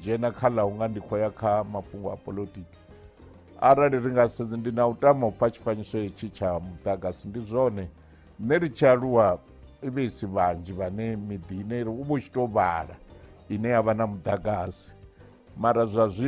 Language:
Venda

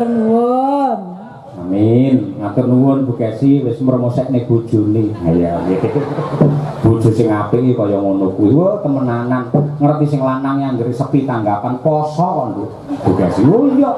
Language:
Javanese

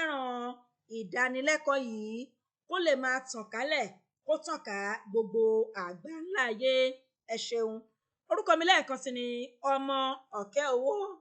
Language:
Yoruba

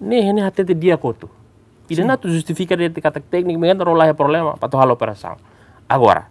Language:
Tetum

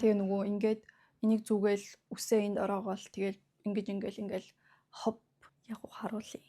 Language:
Mongolian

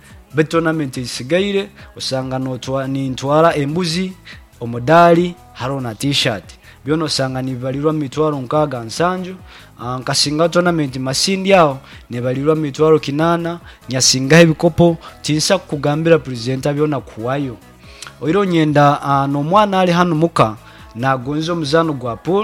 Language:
Nyankole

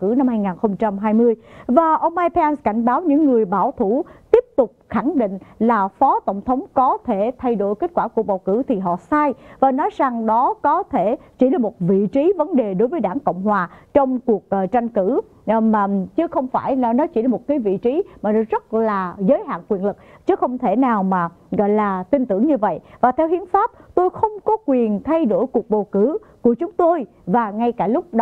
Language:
Vietnamese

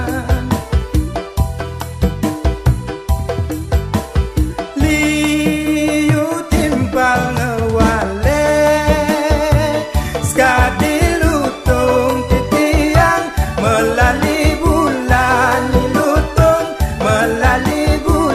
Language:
Balinese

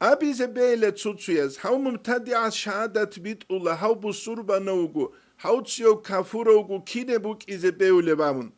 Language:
Avaric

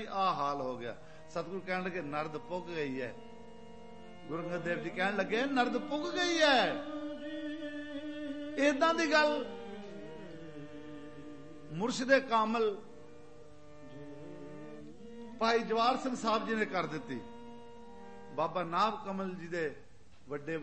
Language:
Punjabi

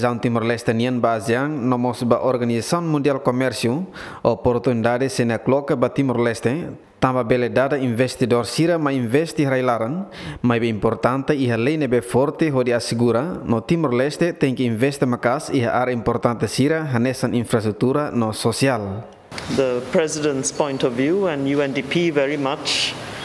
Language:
Tetum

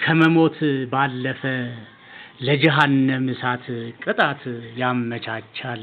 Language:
Amharic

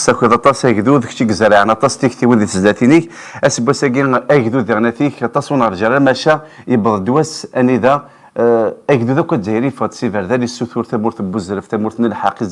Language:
Kabyle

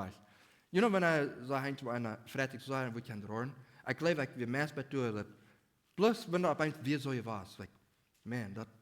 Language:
Plautdietsch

